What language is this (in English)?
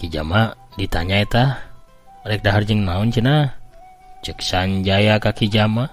Sundanese